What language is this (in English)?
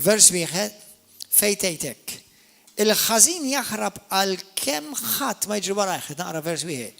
Maltese